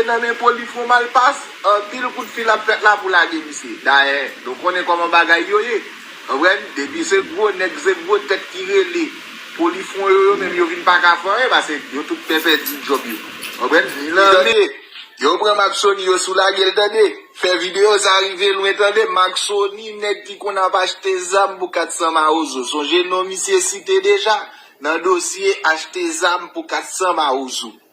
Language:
Haitian Creole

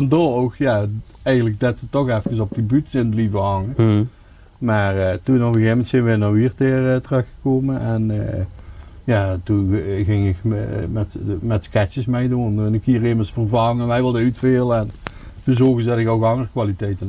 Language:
Limburgish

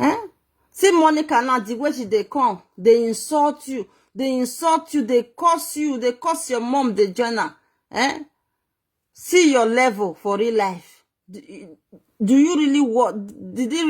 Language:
Nigerian Pidgin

